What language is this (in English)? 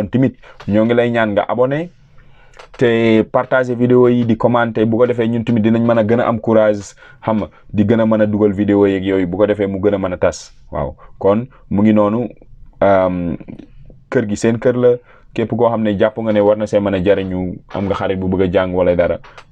Wolof